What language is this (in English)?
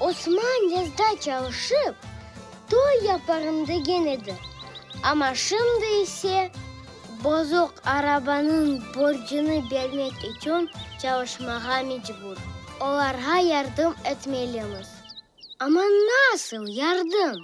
Crimean Tatar